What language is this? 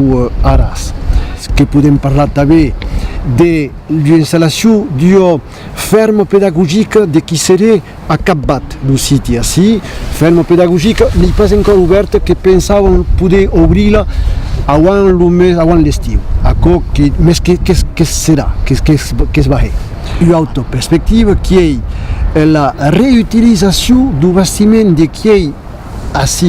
Occitan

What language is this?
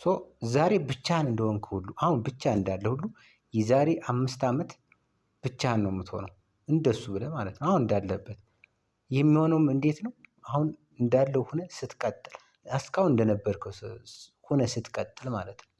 Amharic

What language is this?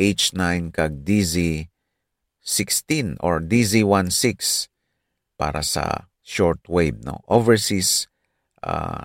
Hiligaynon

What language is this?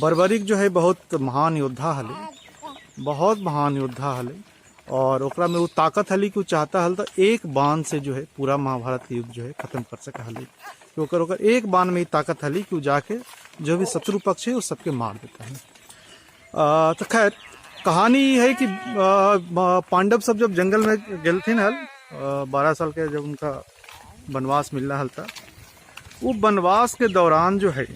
Magahi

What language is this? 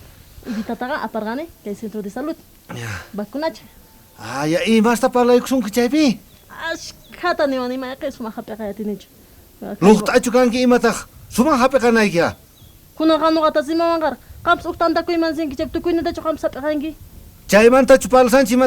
South Bolivian Quechua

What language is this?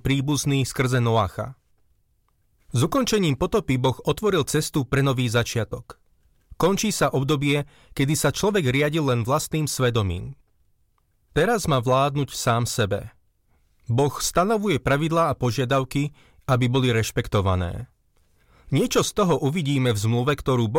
Slovak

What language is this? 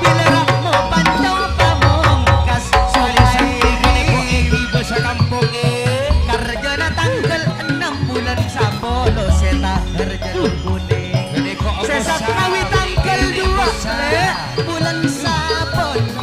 Madurese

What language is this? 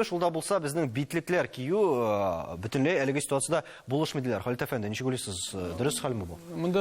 Tatar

